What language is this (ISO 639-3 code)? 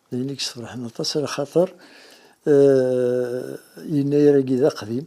kab